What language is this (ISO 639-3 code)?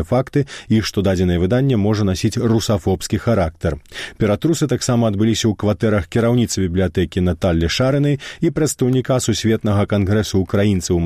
bel